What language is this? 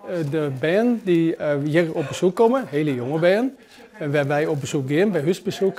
Western Frisian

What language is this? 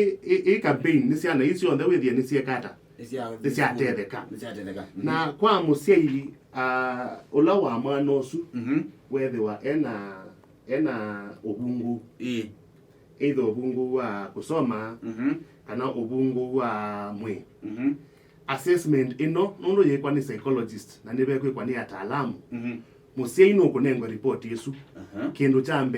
Kamba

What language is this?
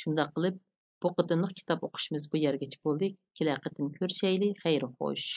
Uyghur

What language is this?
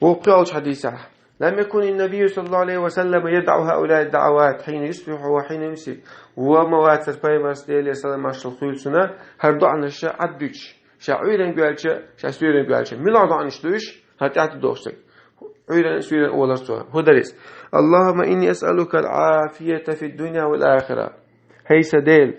Chechen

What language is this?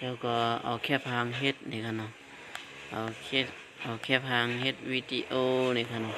Shan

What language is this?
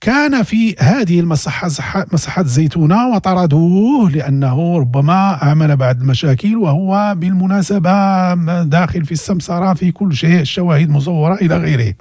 Moroccan Arabic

